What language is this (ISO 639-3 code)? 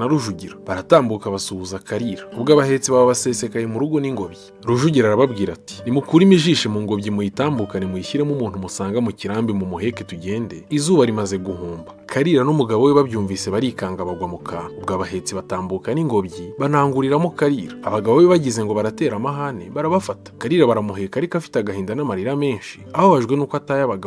kin